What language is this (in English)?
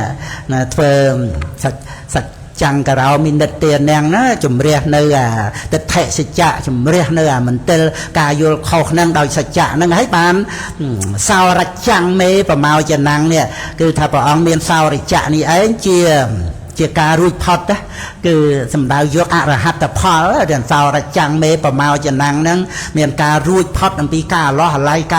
Khmer